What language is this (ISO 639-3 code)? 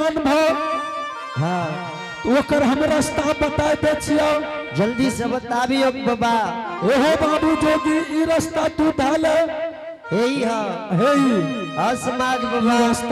anp